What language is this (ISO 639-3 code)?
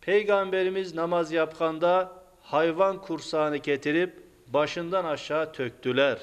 crh